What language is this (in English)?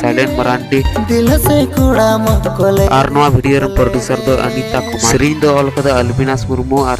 Santali